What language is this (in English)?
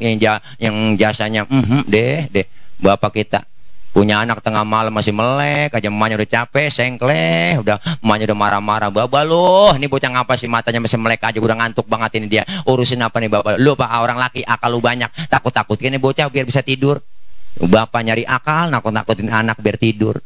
Betawi